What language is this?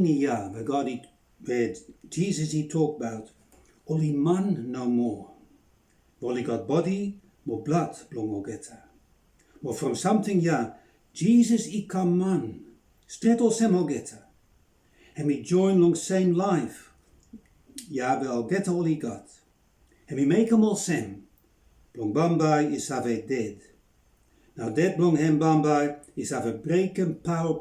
Bislama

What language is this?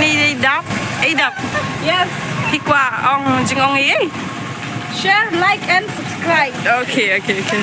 Khasi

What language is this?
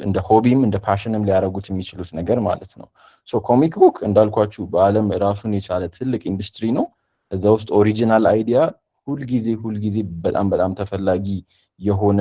Amharic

